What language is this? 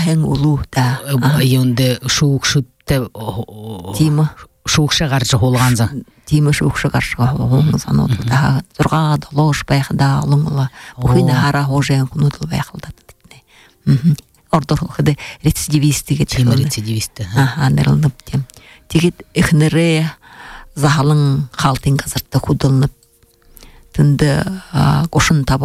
Buriat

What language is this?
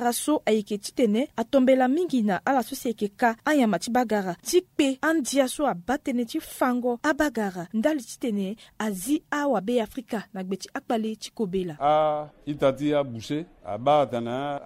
Sango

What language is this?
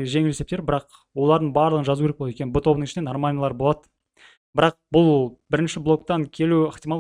Kazakh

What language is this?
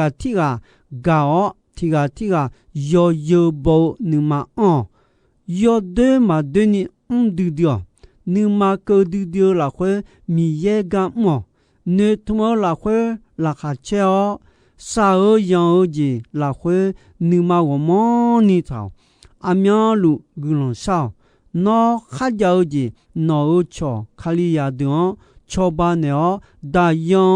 Akha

